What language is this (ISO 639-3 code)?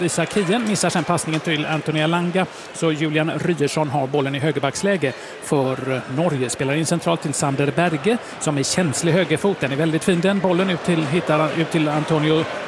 swe